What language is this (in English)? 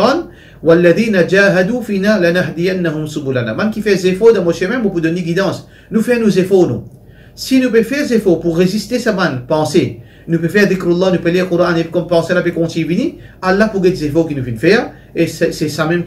Morisyen